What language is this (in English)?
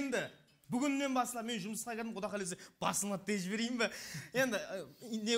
Kara-Kalpak